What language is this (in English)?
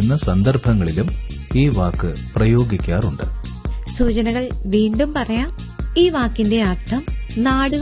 Malayalam